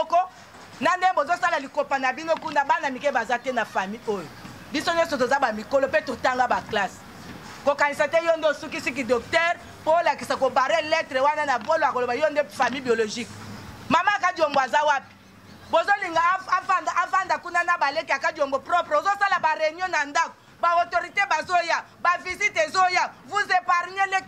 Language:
Lingala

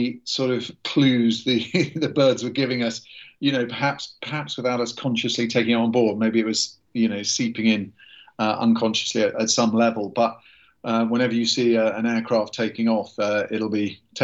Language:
English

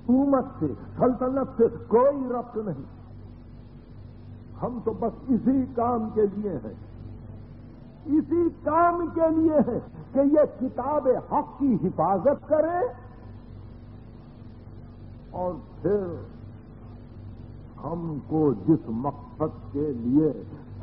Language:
Urdu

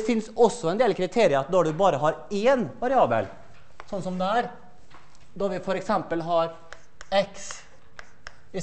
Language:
Norwegian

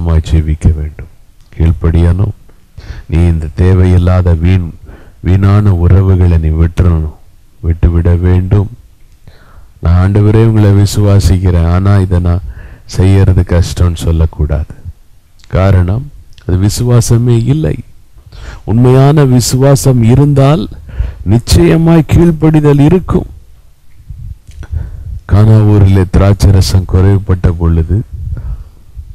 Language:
Tamil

